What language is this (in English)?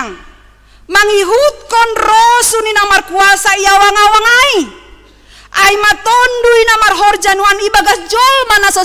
Batak Simalungun